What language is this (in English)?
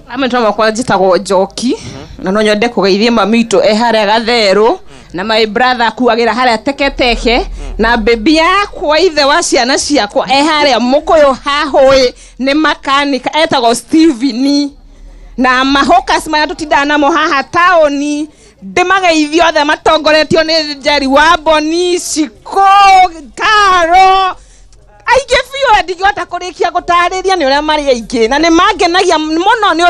Kikuyu